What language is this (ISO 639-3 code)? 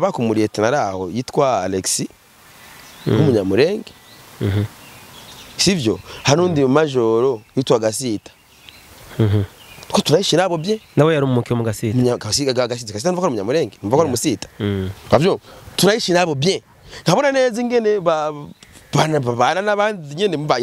run